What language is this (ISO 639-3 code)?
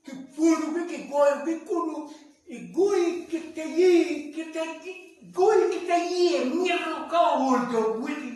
ach